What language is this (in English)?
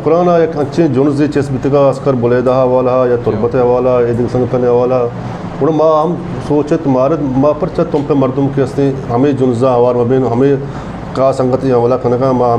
Eastern Balochi